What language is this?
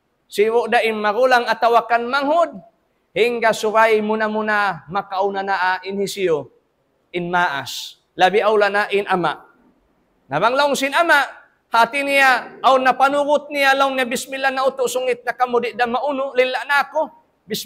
Tausug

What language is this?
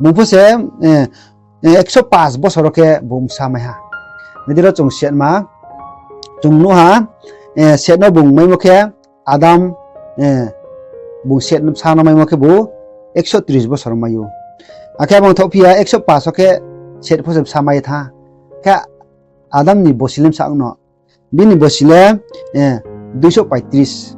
Riang (India)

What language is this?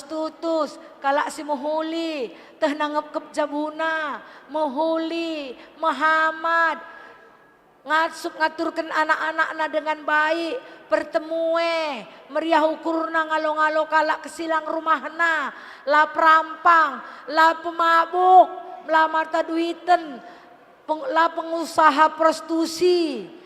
Batak Karo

